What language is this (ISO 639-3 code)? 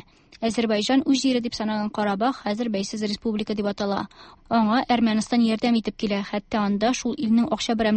tat